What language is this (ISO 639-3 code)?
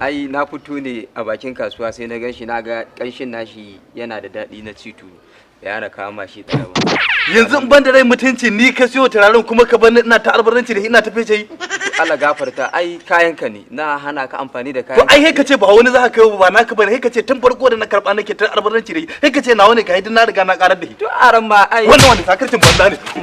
hau